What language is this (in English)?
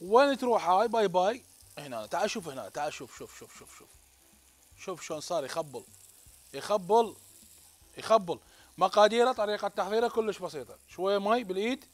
Mesopotamian Arabic